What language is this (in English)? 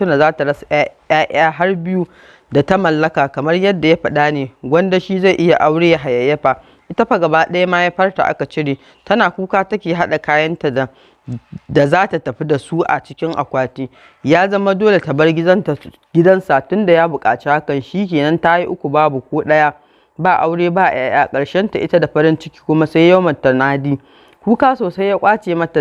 Hausa